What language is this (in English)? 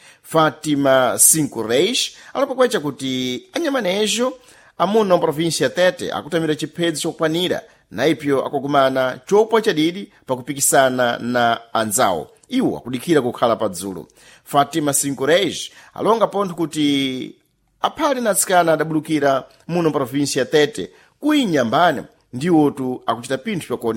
Sena